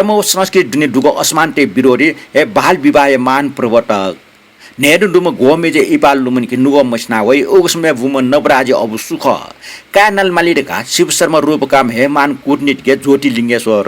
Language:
Newari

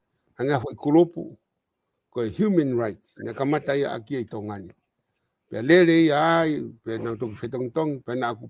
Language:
Tongan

